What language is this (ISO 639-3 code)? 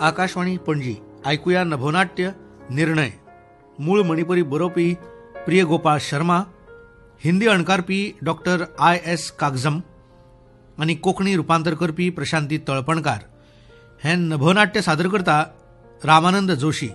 kok